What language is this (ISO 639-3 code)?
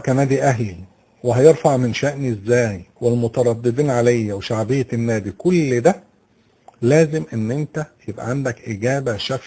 arz